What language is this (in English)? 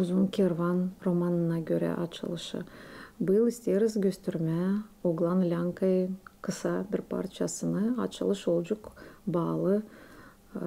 Gagauz